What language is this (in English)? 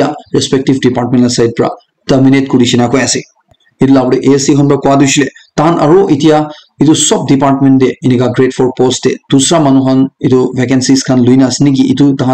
Naga Pidgin